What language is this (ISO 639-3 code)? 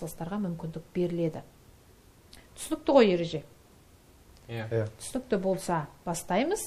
kaz